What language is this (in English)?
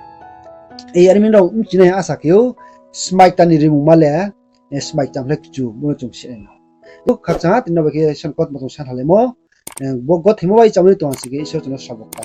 Riang (India)